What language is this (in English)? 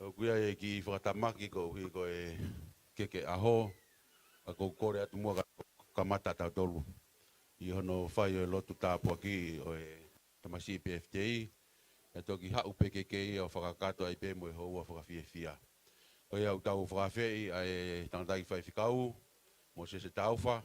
Tongan